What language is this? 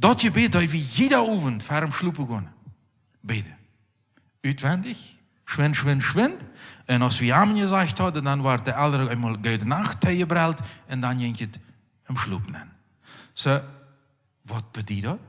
Plautdietsch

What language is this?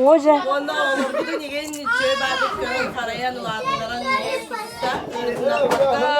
Yakut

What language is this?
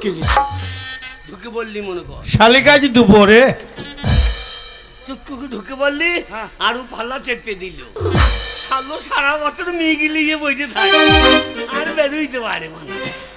Bangla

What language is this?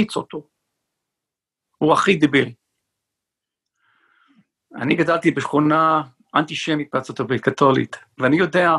Hebrew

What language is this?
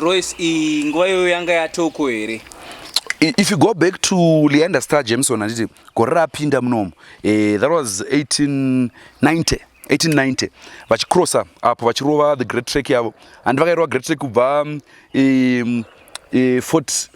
Shona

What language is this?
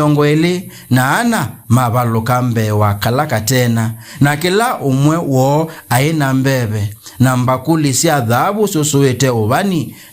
Kamba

